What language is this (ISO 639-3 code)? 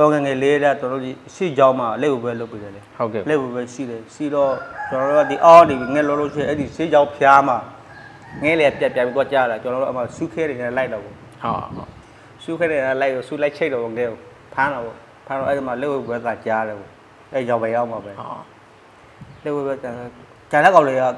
mya